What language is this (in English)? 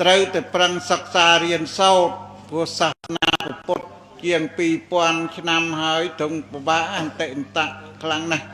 Khmer